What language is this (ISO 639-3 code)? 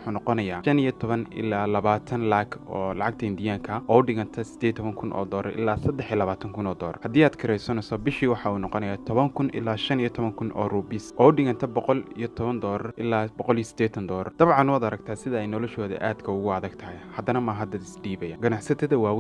som